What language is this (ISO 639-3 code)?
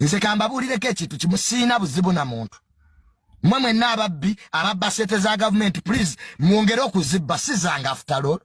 lug